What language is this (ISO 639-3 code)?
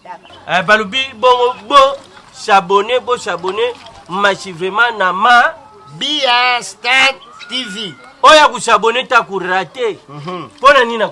lin